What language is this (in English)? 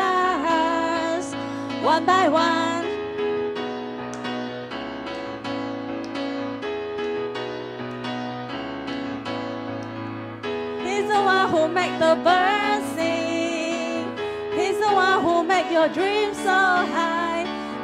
Chinese